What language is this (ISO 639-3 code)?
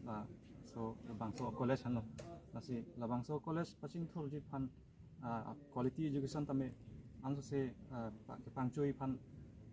mjw